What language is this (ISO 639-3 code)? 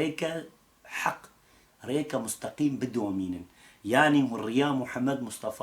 kur